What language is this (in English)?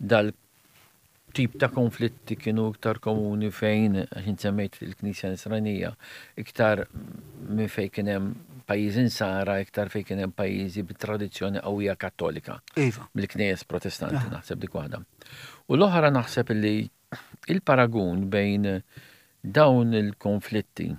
Maltese